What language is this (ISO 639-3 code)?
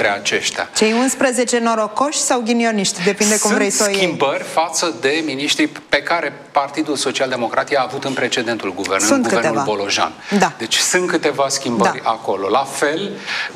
ron